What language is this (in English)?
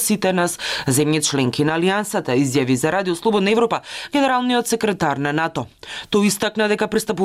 Macedonian